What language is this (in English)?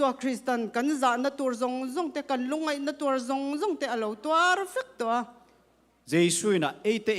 Tedim Chin